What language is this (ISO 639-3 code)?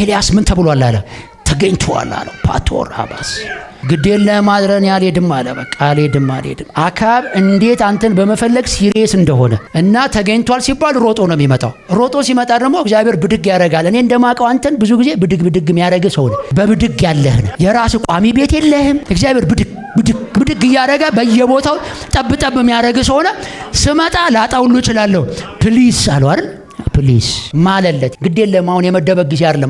amh